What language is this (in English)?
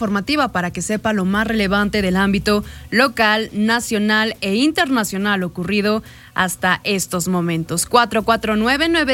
Spanish